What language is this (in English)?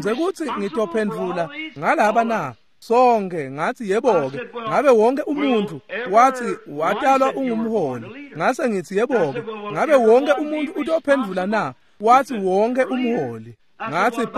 Swati